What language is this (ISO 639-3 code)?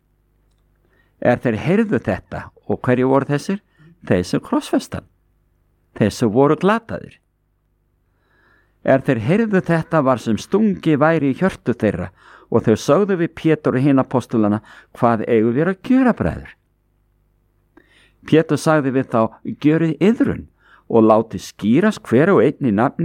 isl